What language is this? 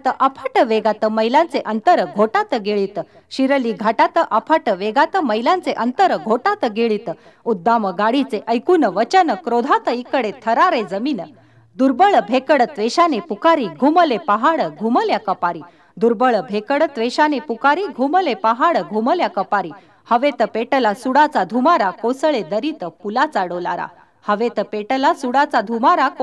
Marathi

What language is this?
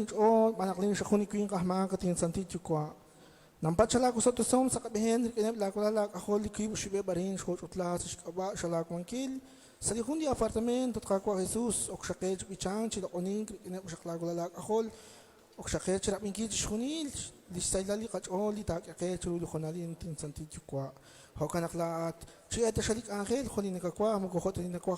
Kekchí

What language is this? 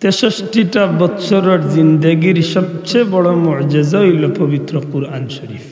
Sylheti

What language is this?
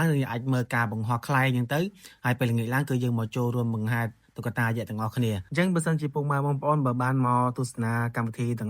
Khmer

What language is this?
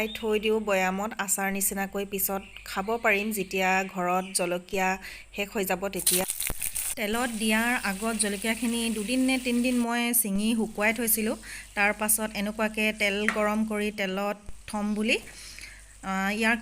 Assamese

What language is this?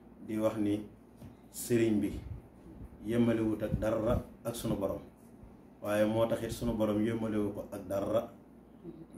Wolof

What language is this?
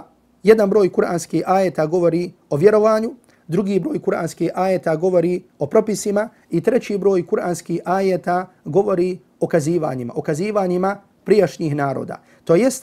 Bosnian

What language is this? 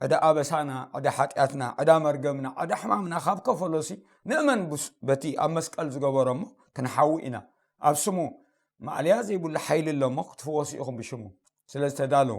Tigrinya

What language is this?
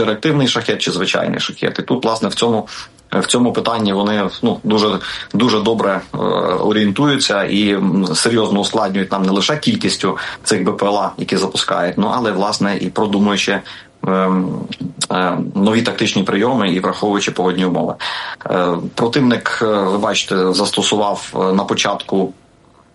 Ukrainian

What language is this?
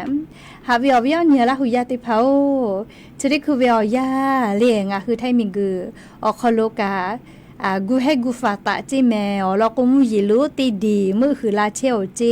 Lahu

